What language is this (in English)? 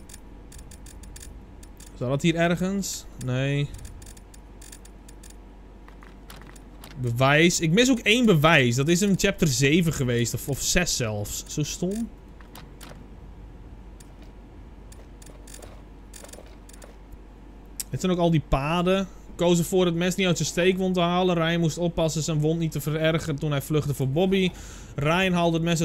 Dutch